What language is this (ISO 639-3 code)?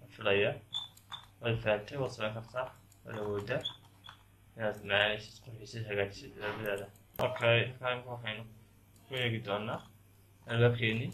som